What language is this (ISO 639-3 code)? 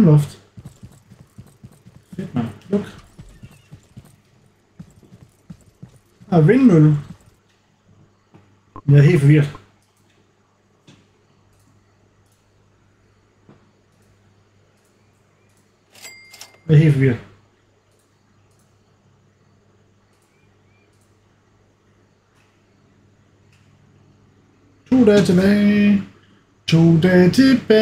dan